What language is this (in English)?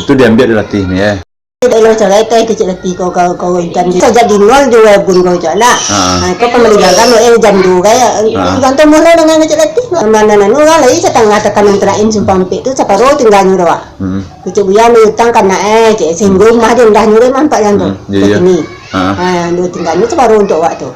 Minangkabau